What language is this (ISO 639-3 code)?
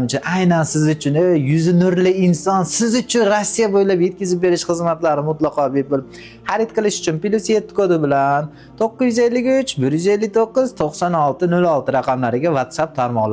uzb